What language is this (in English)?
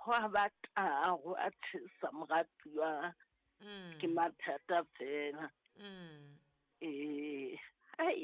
Southern Sotho